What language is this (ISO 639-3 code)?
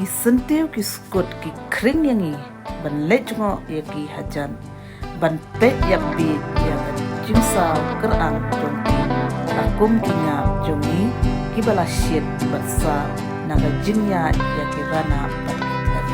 kha